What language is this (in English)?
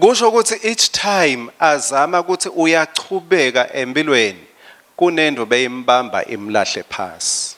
Swati